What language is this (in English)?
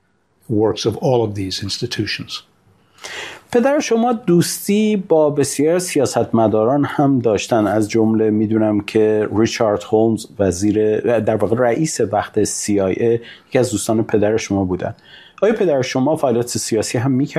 Persian